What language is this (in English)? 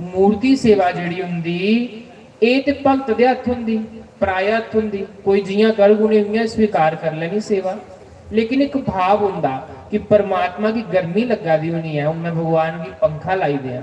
Dogri